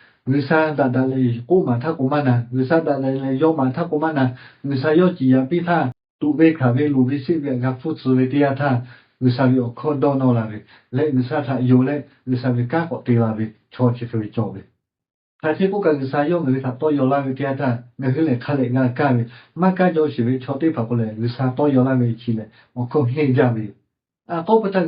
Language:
Lahu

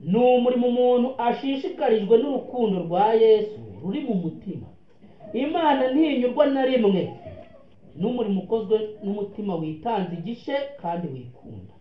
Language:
Kinyarwanda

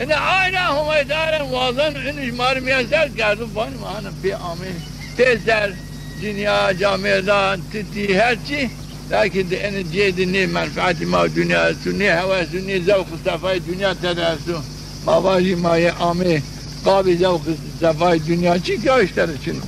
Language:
Zaza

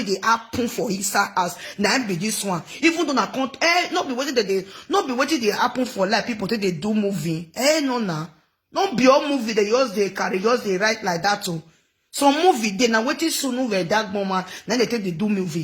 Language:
Nigerian Pidgin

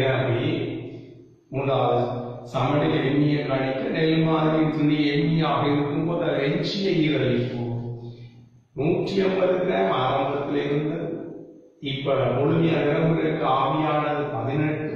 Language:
Tamil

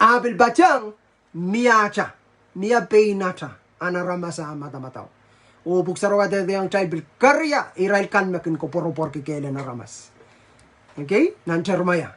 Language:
Pohnpeian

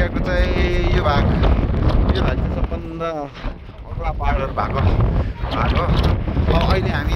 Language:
Nepali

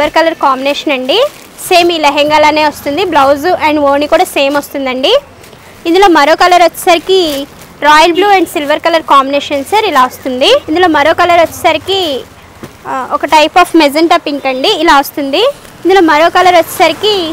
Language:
Telugu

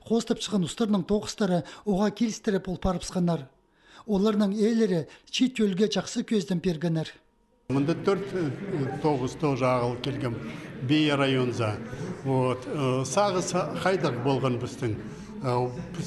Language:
Khakas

